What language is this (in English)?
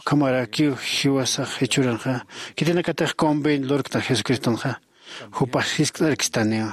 Aymara